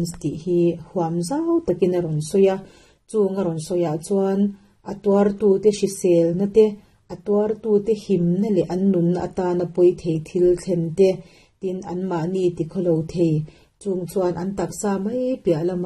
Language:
Mizo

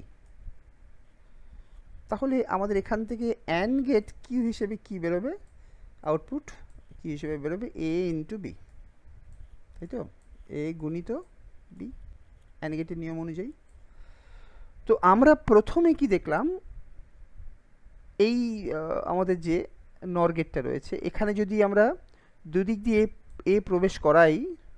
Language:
Bangla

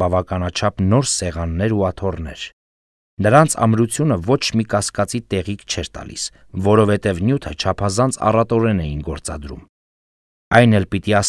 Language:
Armenian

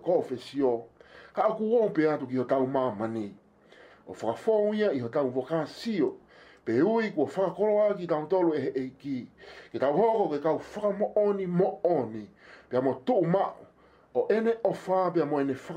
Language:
Tongan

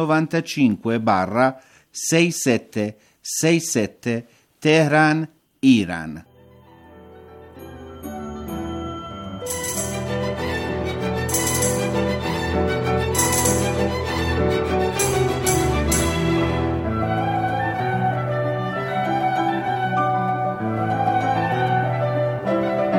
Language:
Italian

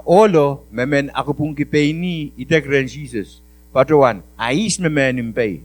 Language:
Pohnpeian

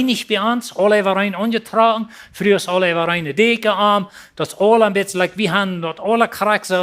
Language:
Plautdietsch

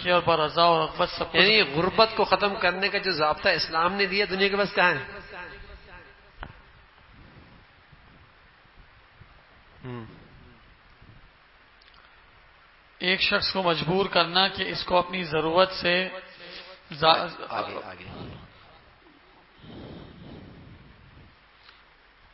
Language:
Urdu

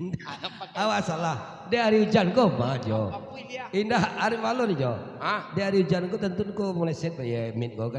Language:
Minangkabau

